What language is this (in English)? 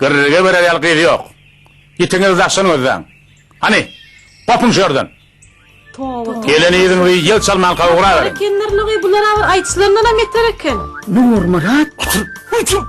Turkmen